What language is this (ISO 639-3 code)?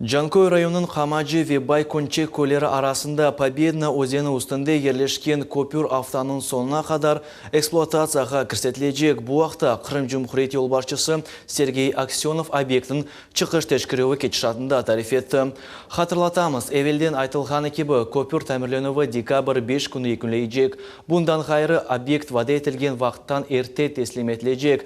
crh